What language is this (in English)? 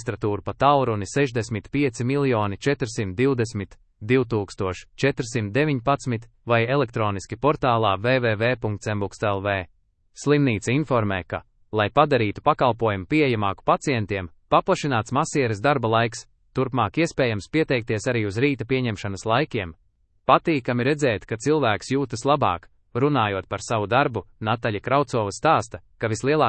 Latvian